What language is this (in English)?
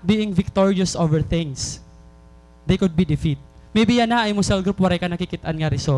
Waray